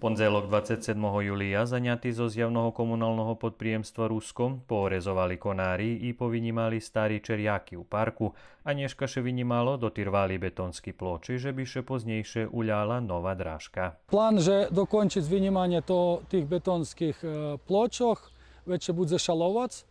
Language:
Rusyn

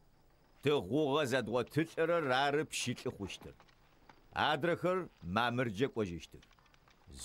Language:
Adyghe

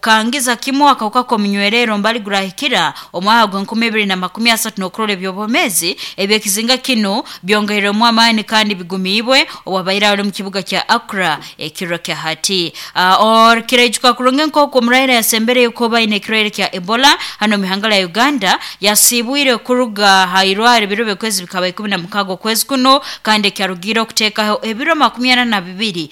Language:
Nyoro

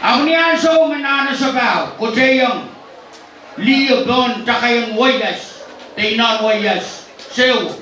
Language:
Pohnpeian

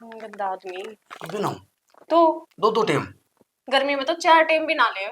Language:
Haryanvi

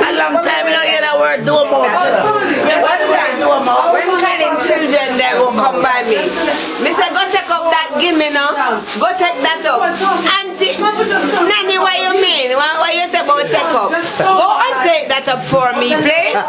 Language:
Jamaican Creole English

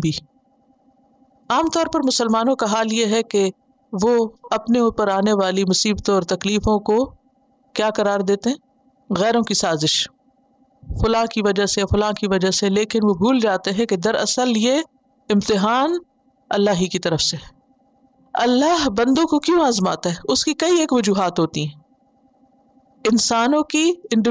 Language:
Urdu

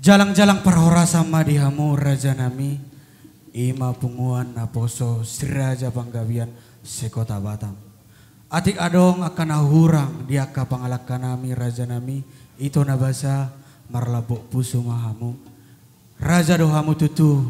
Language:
Batak Toba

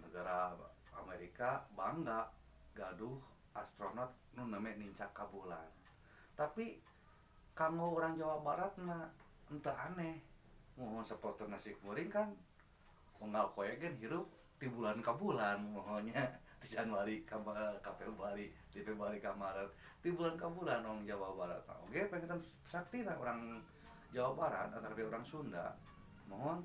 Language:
Sundanese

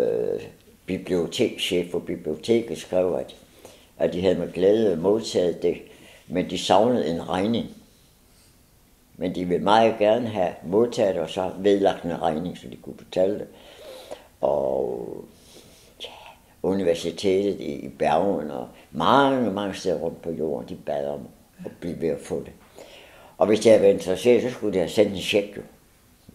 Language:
Danish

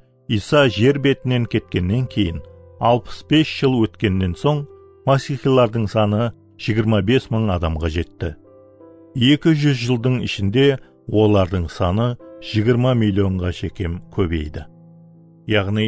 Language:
Kara-Kalpak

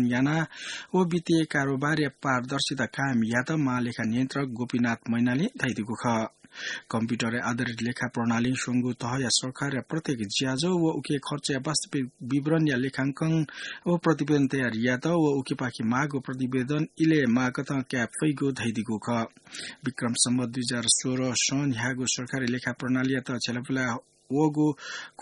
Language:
Newari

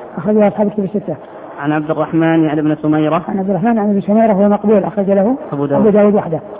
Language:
Arabic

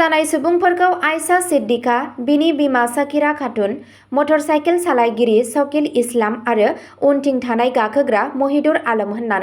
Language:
Bodo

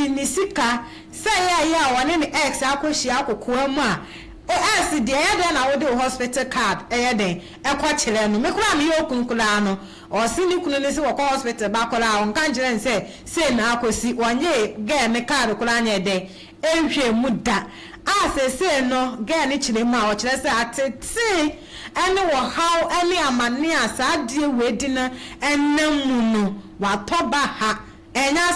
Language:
Akan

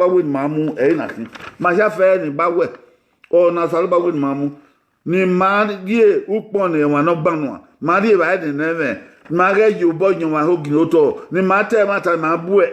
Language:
Bini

